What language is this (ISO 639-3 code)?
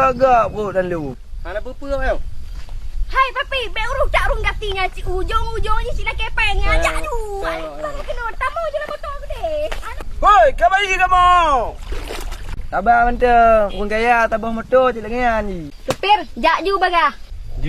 ace